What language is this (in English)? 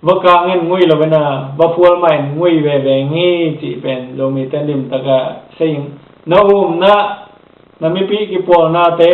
Tedim Chin